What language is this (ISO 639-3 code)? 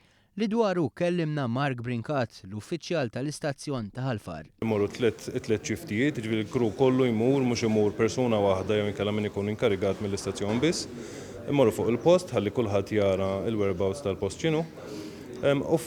mlt